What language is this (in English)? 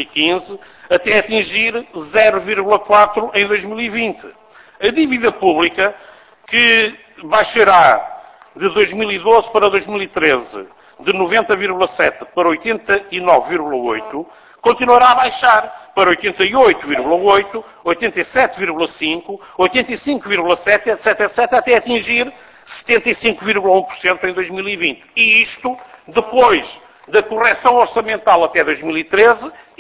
Portuguese